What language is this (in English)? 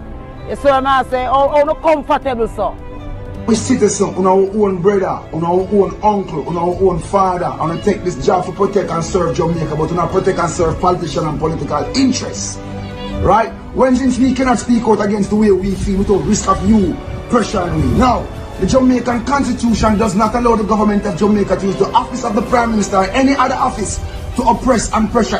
Jamaican Creole English